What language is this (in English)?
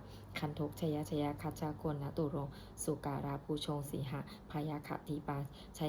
Pali